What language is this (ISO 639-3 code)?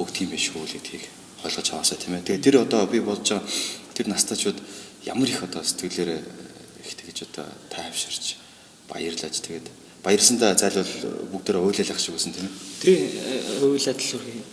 mon